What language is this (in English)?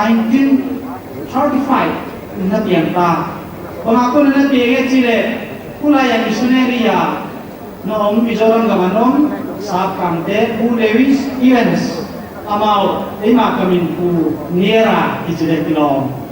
Paite Chin